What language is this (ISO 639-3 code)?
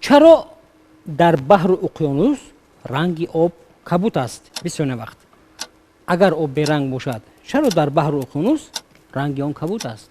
tgk